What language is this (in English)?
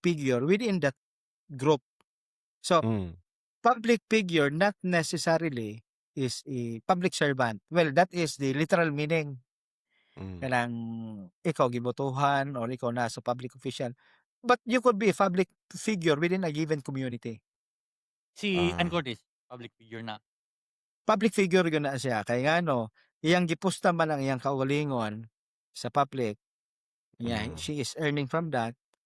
Cebuano